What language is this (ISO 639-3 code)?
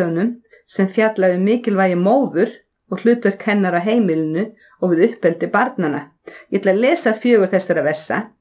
isl